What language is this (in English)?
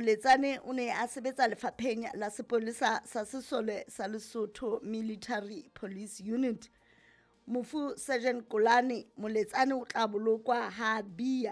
Southern Sotho